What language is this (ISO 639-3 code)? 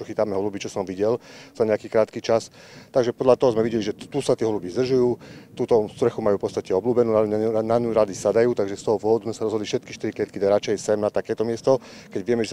slk